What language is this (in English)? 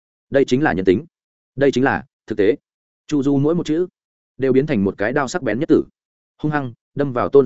Vietnamese